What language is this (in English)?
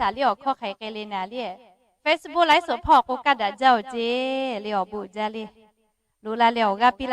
Lahu